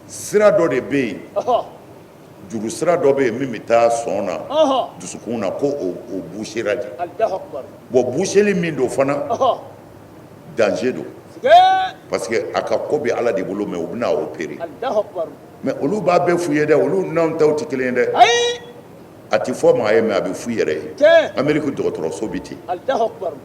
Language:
Bambara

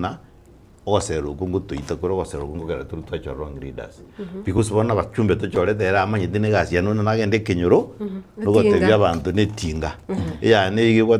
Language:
Gusii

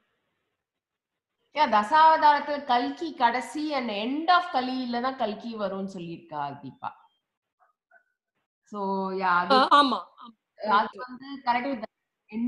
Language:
Tamil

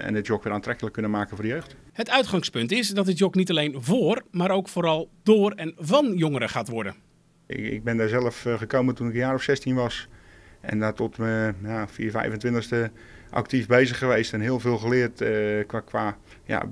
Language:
Dutch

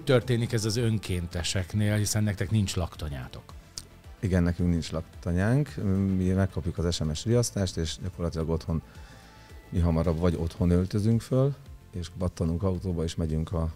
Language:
Hungarian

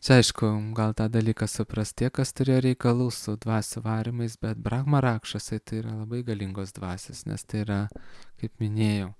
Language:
Lithuanian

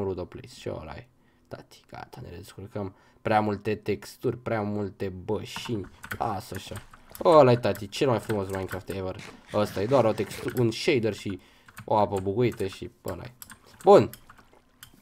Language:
Romanian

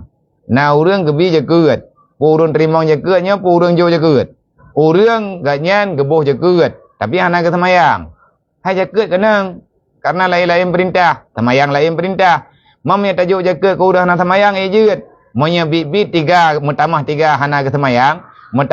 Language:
Achinese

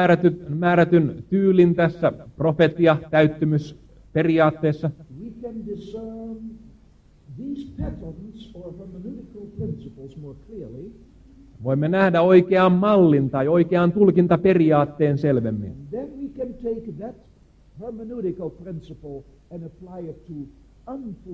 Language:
Finnish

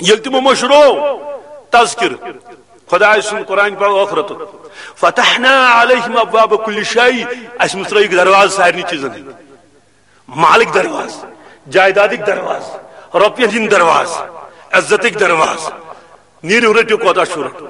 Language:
Kashmiri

